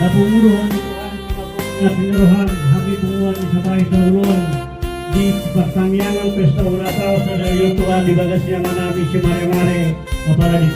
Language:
Batak Toba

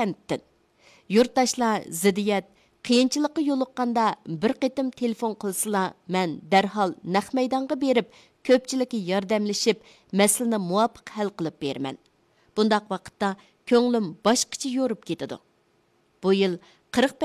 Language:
Uyghur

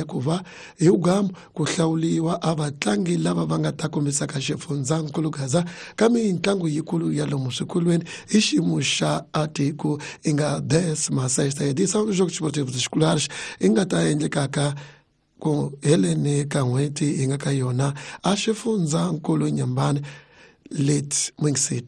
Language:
Tsonga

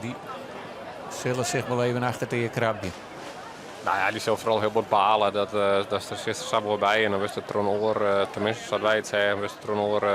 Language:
Western Frisian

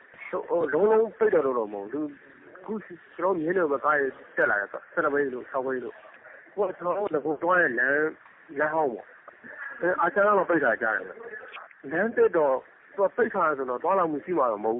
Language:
Burmese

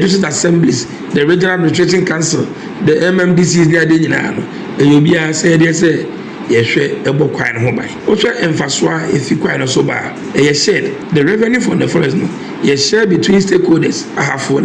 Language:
Akan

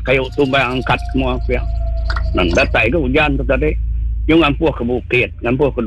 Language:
Iban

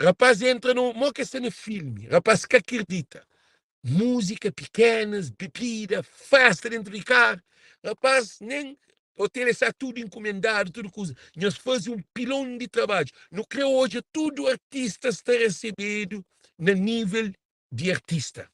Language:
Kabuverdianu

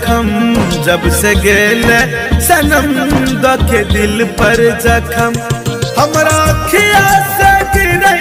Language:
Bhojpuri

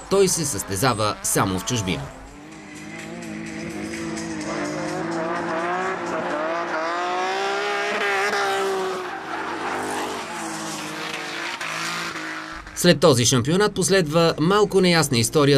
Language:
Bulgarian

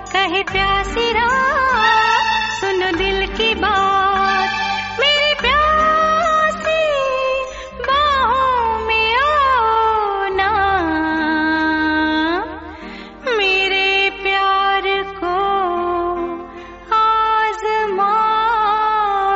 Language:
Hindi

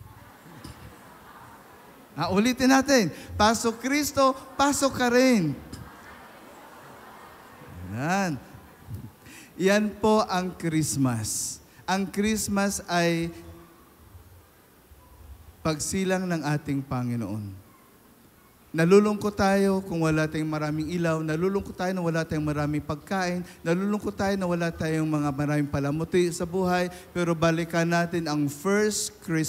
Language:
Filipino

